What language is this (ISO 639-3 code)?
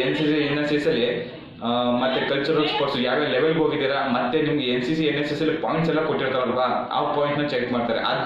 kan